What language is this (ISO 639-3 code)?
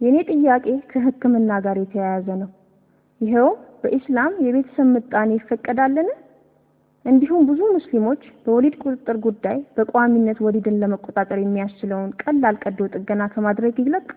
amh